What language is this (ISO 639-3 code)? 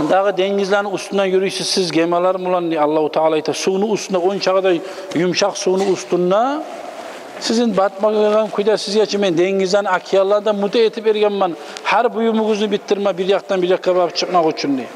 kum